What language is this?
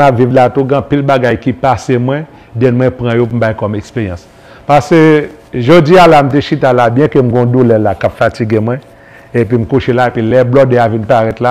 Haitian Creole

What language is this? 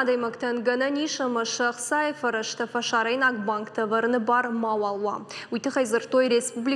Ossetic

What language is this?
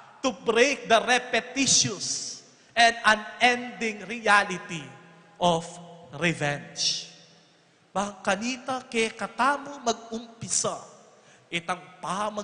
Pampanga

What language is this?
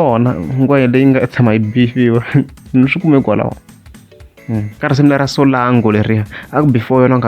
Tsonga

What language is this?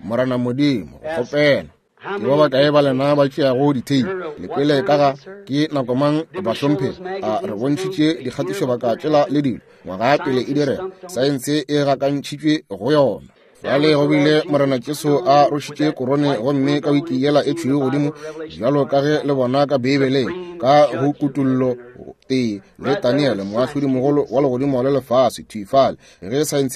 Northern Sotho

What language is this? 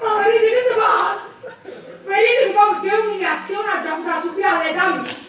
Neapolitan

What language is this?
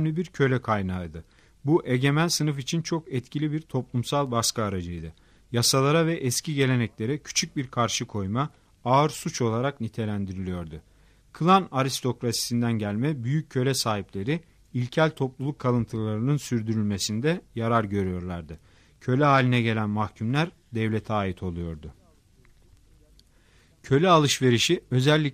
Turkish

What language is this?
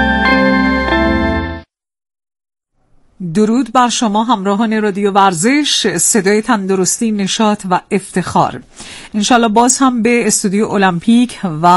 Persian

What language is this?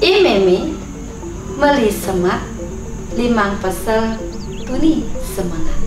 Balinese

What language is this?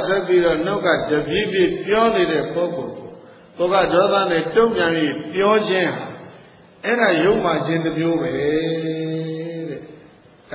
Burmese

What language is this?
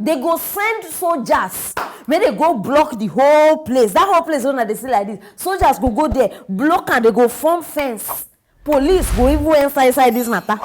Nigerian Pidgin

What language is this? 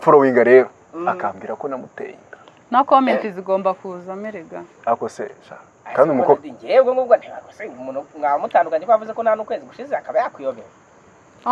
Kinyarwanda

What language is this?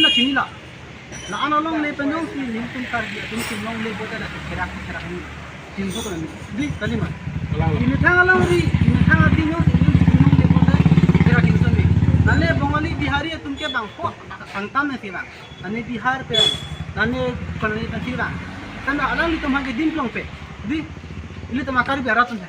Karbi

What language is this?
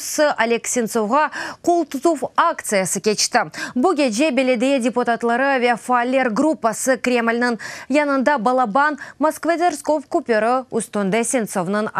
Crimean Tatar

